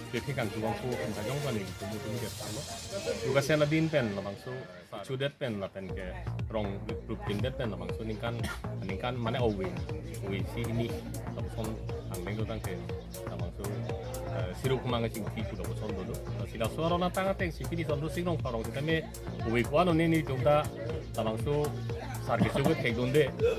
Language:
Karbi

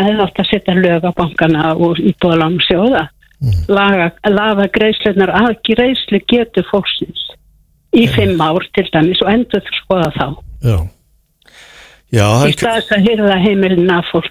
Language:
Icelandic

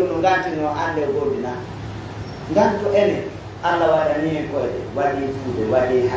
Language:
Pular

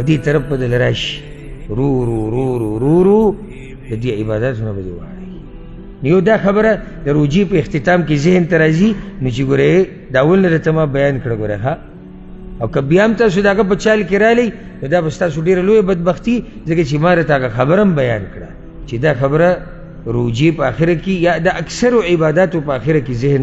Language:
Pashto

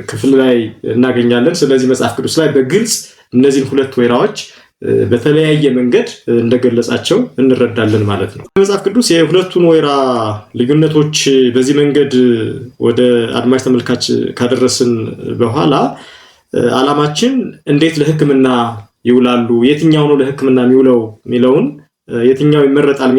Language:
Amharic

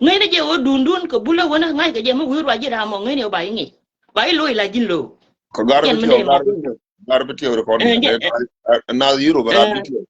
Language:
Nuer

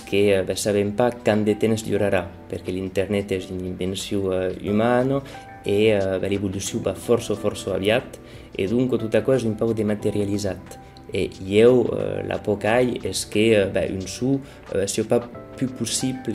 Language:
Occitan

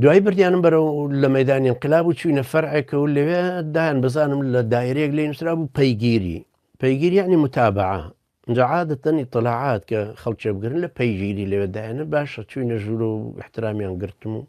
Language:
Central Kurdish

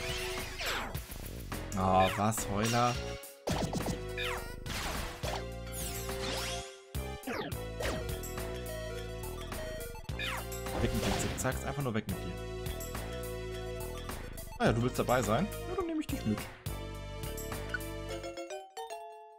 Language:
German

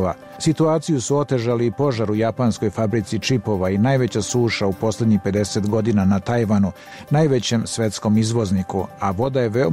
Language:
Bosnian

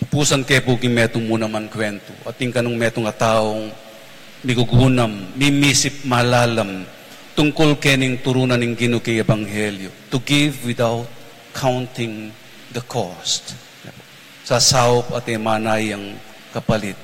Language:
Pampanga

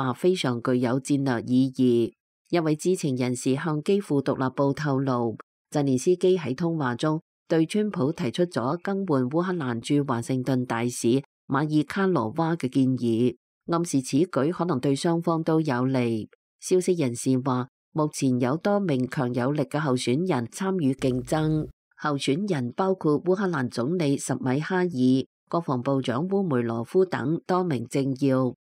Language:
Cantonese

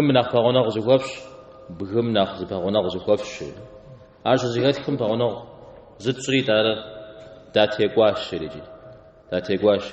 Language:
Kabardian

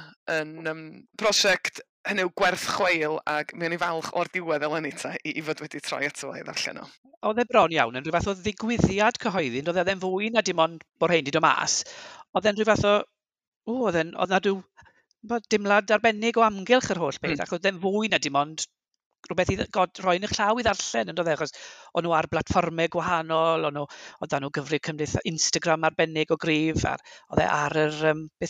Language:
Welsh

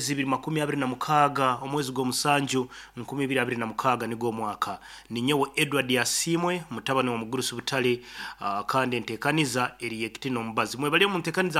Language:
Nyankole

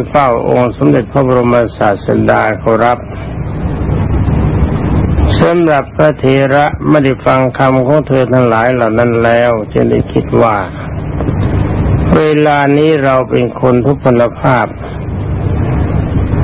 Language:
Thai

